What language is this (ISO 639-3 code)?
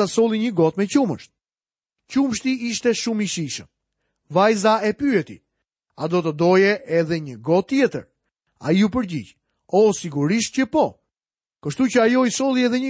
sqi